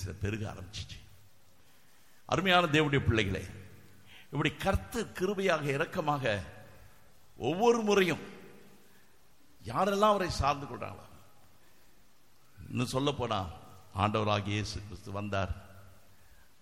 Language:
Tamil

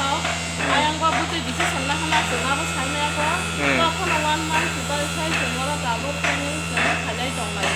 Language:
Kok Borok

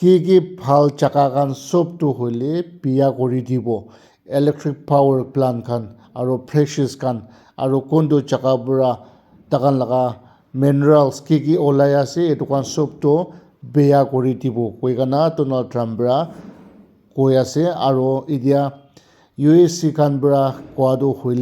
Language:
Naga Pidgin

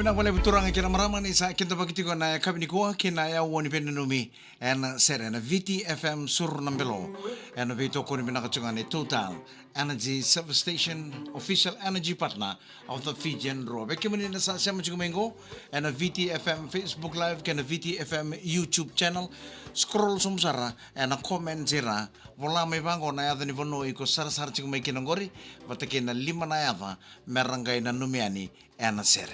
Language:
Fijian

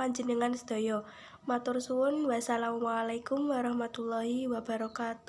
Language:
Javanese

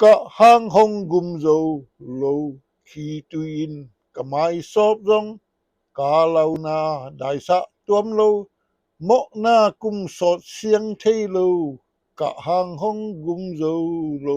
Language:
Tedim Chin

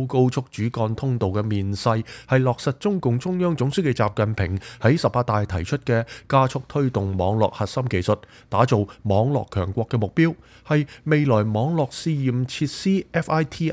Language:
Cantonese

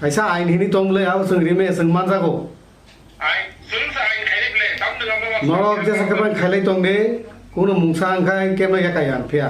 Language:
Kok Borok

